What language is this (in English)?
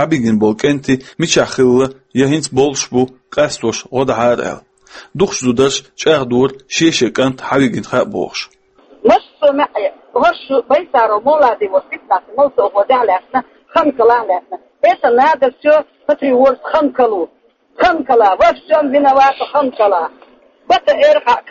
Chechen